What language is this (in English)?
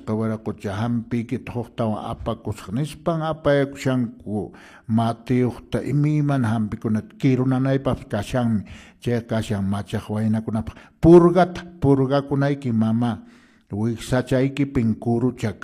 Quechua